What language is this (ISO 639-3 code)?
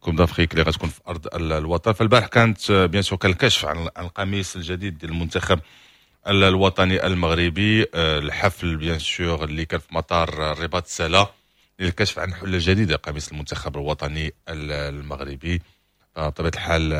ary